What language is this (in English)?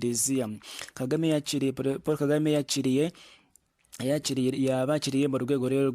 Kinyarwanda